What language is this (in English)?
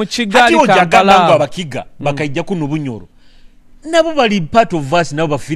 Nyoro